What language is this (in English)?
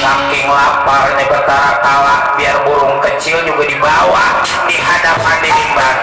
Betawi